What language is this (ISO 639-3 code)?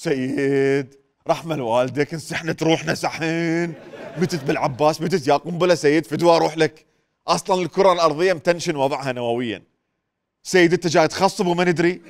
acm